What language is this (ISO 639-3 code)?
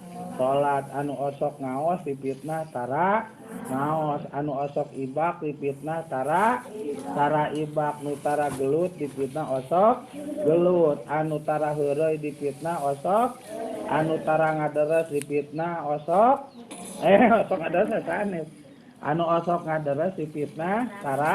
sun